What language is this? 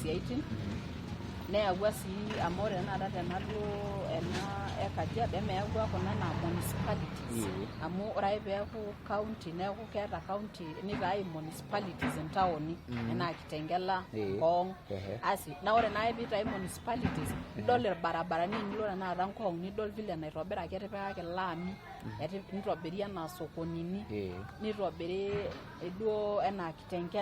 Masai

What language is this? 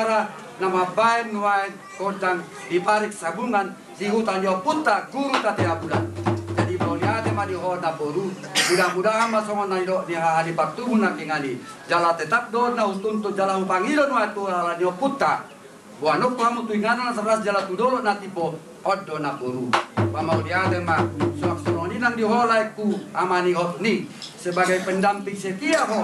Batak Toba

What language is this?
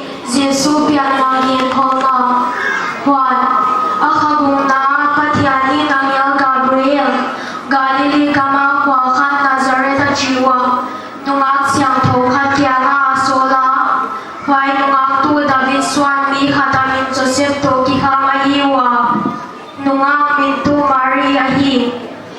Paite Chin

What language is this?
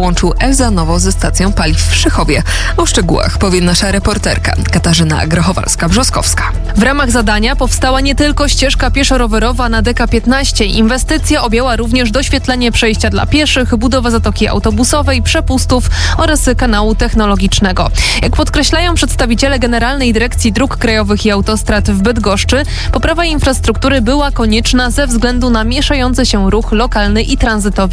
Polish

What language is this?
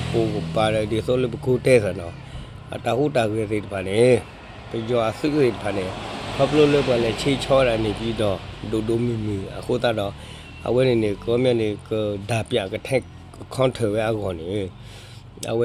S'gaw Karen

